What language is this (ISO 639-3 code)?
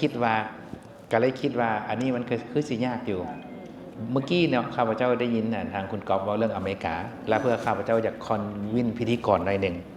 lao